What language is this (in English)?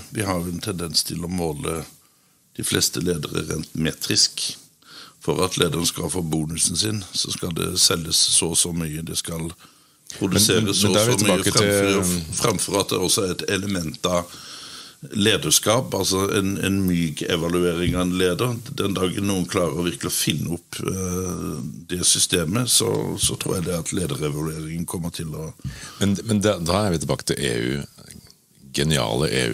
Norwegian